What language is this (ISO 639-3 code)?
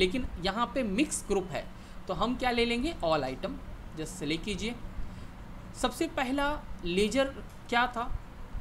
hin